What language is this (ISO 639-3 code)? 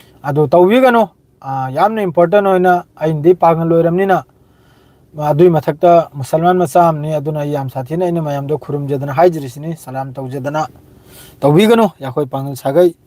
mni